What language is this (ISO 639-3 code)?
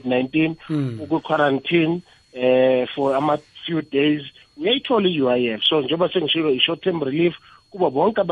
nbl